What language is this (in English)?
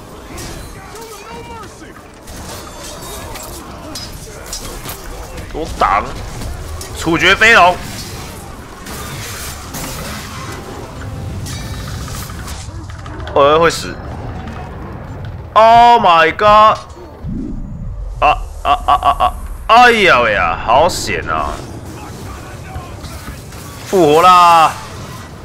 Chinese